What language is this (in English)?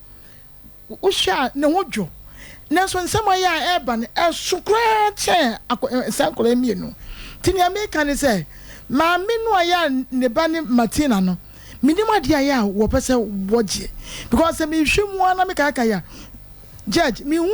Akan